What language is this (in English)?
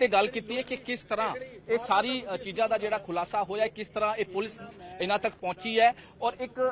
Punjabi